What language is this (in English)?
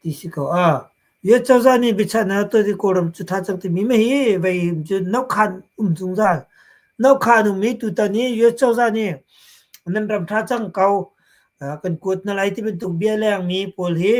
Hakha Chin